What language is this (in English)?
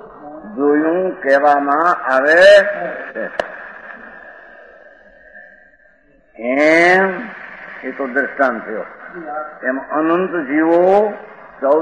Gujarati